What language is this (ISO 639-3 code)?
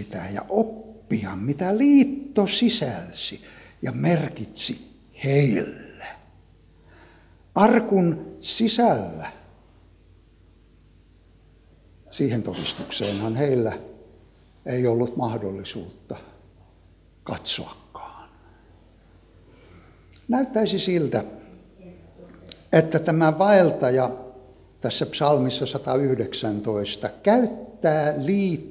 fin